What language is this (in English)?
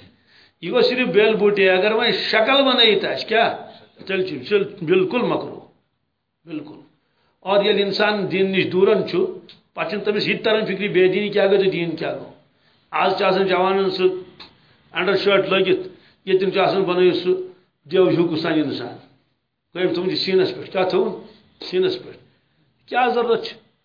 Kashmiri